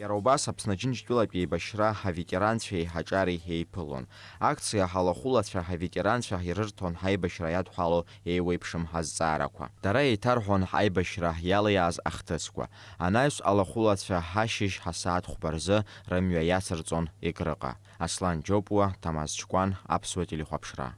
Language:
Abkhazian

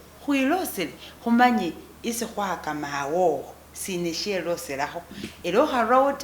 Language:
Masaaba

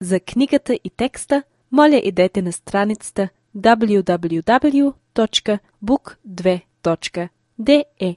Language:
Albanian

